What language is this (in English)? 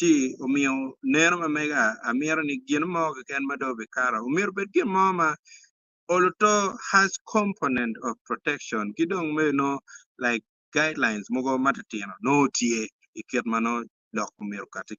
Acoli